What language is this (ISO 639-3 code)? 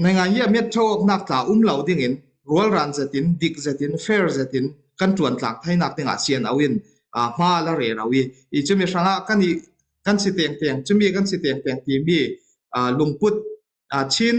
cfm